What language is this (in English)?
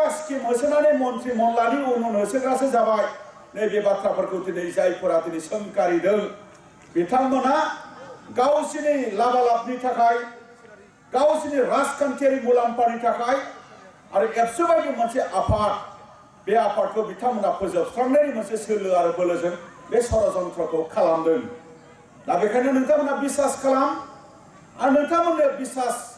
Bodo